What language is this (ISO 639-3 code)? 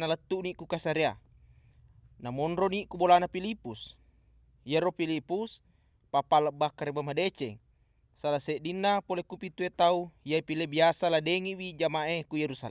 bug